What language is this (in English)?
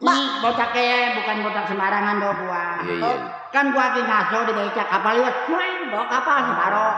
Betawi